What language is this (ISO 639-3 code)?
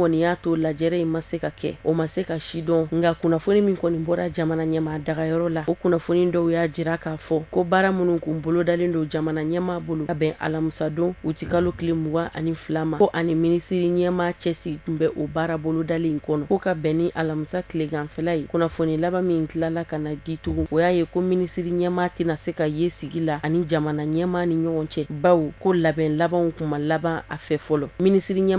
bam